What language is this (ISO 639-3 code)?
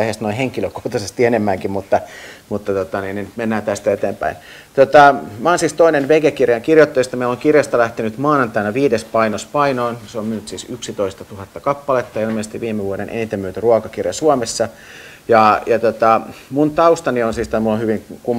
fin